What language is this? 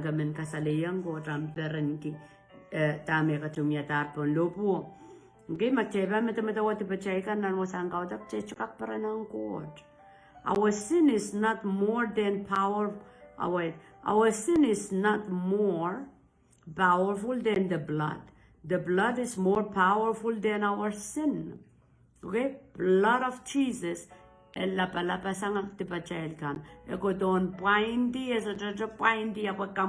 Pohnpeian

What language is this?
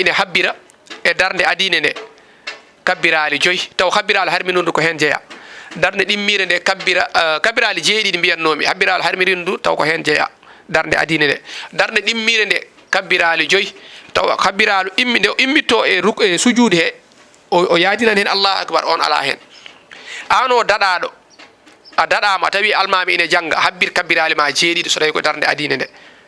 Fula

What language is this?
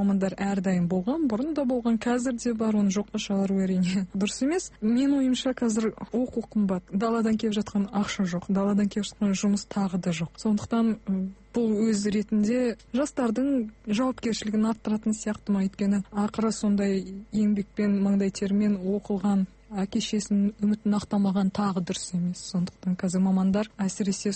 Kazakh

